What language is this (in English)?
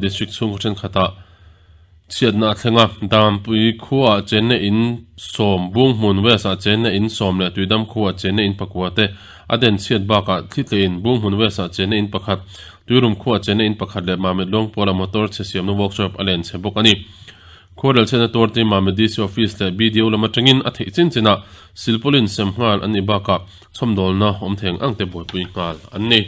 Mizo